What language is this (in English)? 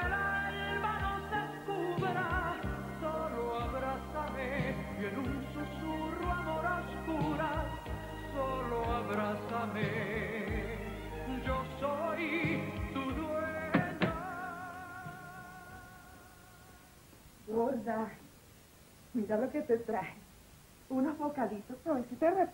Spanish